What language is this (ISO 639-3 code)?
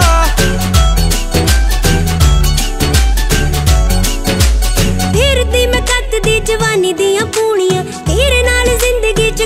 pan